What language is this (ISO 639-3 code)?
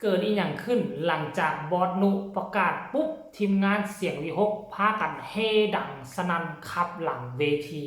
lao